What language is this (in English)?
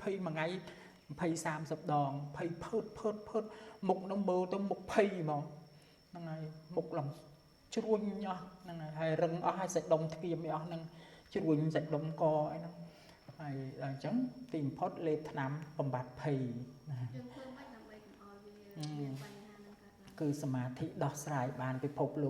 Khmer